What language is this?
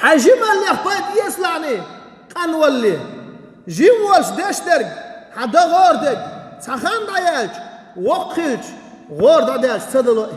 Chechen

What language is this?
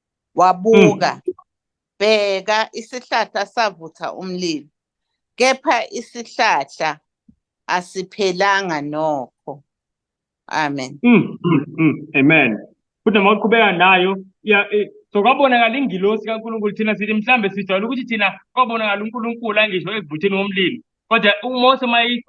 Zulu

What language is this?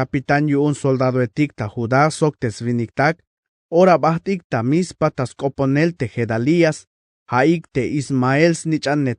Tzeltal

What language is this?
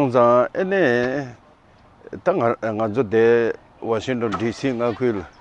Tibetan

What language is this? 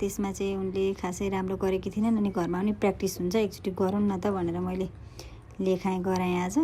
Nepali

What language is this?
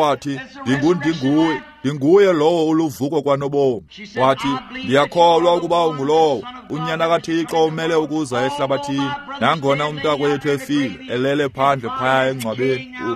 Xhosa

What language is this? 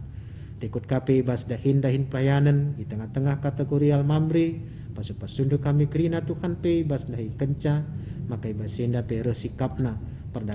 Batak Karo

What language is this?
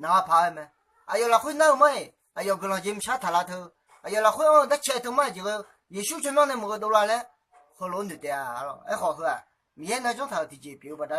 Akha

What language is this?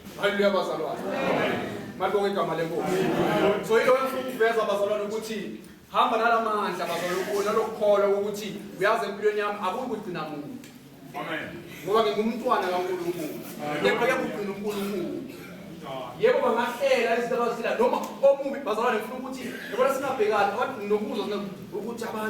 Zulu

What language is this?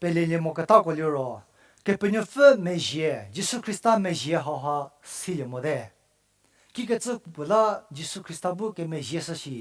Angami Naga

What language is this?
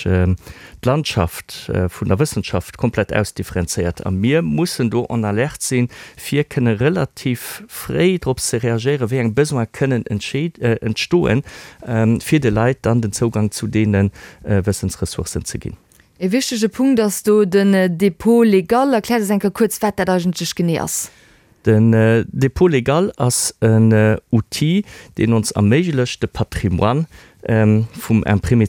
Luxembourgish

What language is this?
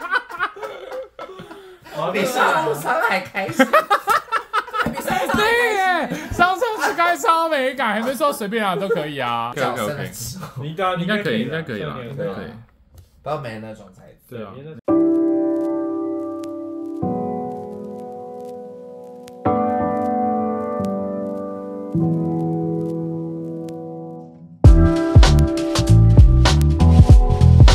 Chinese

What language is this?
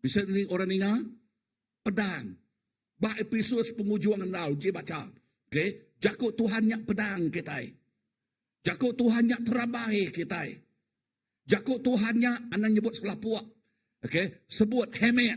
Iban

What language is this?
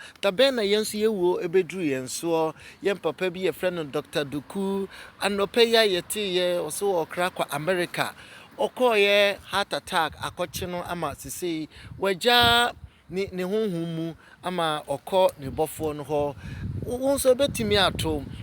Akan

